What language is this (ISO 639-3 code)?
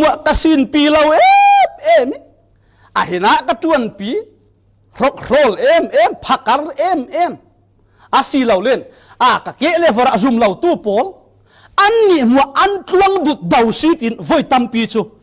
cfm